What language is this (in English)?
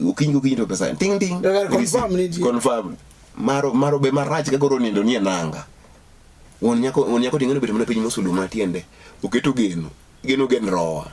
Luo (Kenya and Tanzania)